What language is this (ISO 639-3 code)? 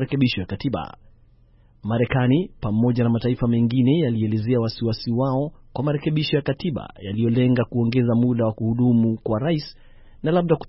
swa